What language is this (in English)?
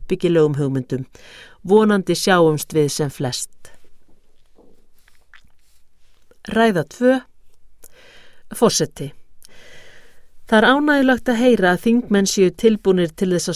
Icelandic